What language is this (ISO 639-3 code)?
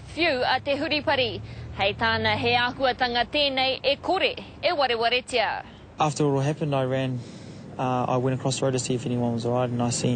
mri